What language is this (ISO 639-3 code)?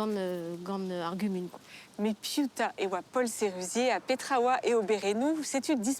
bre